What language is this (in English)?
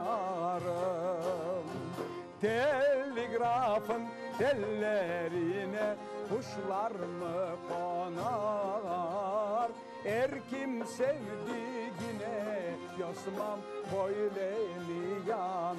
Crimean Tatar